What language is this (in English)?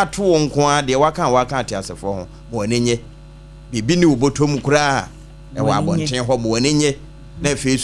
Akan